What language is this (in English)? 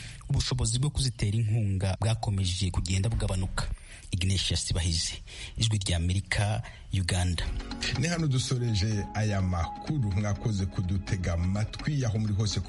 Kinyarwanda